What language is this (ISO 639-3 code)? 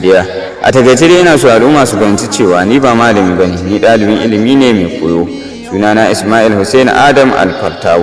hau